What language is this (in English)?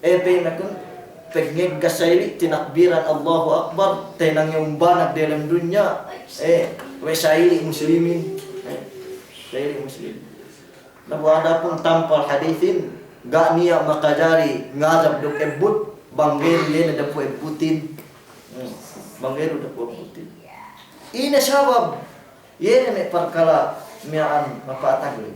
Yakan